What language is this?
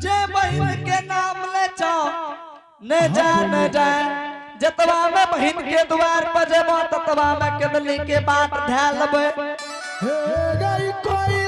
Angika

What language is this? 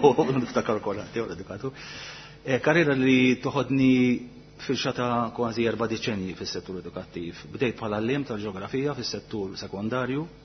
Maltese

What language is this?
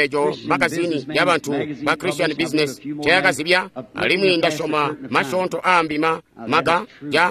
Tonga (Zambia)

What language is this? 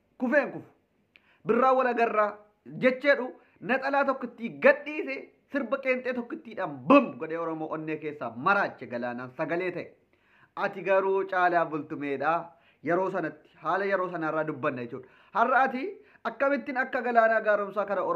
Oromo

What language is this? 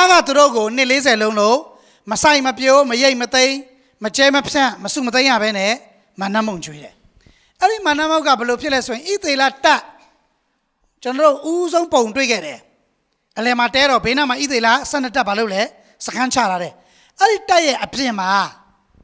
Burmese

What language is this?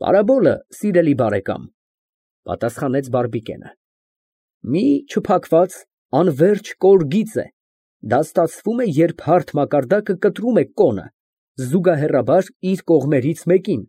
Armenian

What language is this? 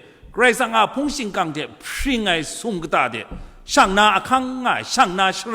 Kachin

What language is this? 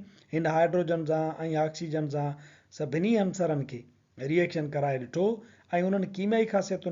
Sindhi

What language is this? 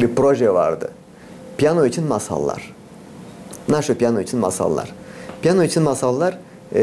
Gagauz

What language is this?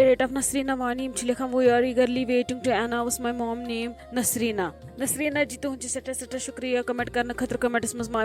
Kashmiri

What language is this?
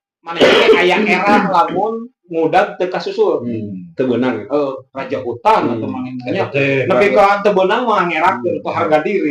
Sundanese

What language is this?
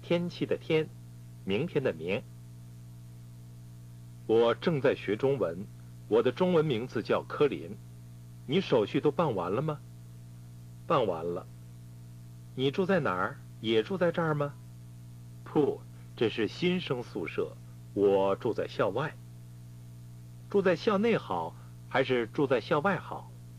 Chinese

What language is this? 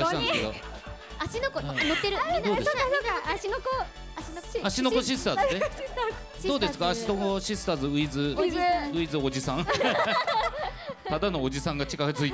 Japanese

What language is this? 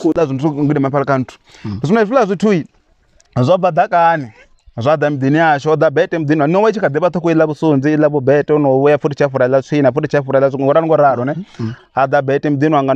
Venda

